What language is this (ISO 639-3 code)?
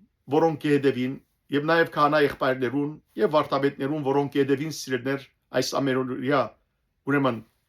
hyw